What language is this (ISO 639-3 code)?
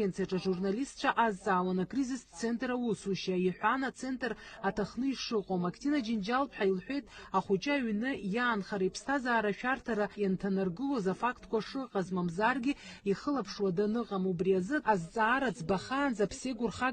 abk